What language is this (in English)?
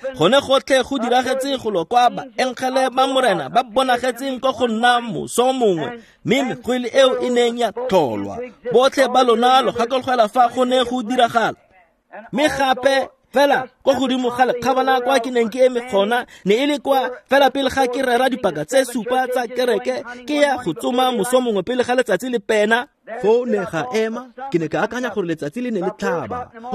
Tswana